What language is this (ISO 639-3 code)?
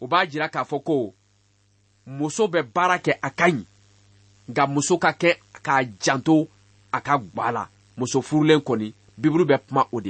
bam